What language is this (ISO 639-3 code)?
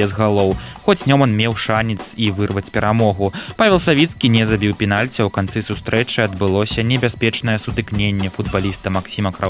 bel